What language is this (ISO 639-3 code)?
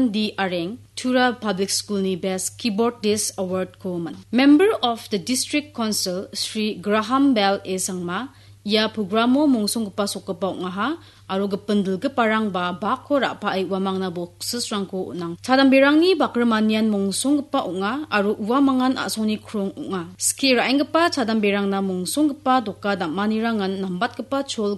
grt